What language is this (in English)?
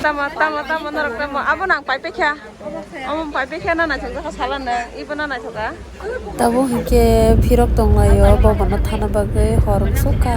Kok Borok